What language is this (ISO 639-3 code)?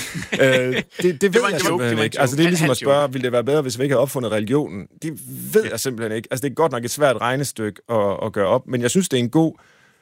dan